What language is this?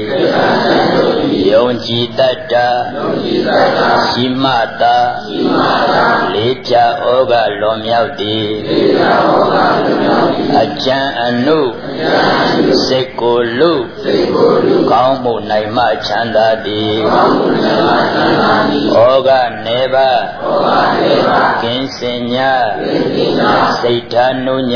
Burmese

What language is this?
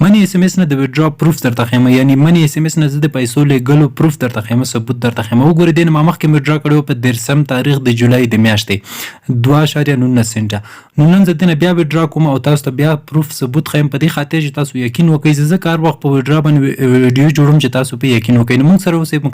Pashto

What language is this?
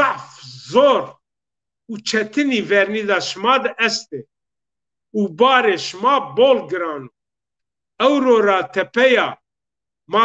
Zaza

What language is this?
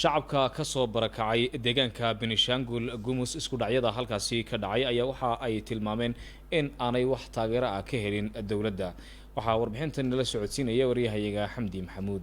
Somali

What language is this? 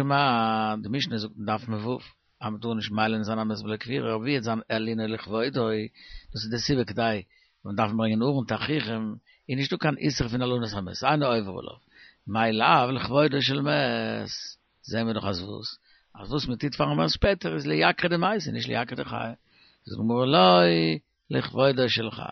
Yiddish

